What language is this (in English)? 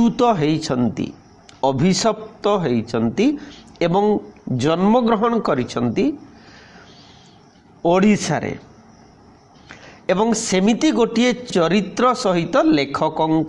Odia